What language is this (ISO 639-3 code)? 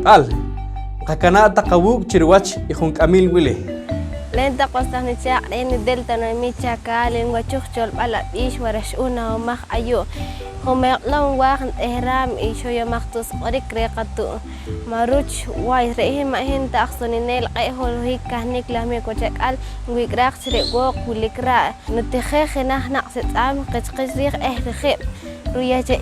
poh